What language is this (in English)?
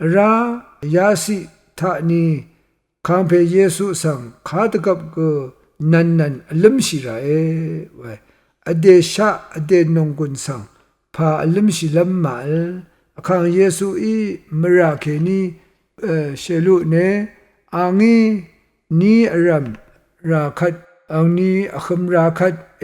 Rawang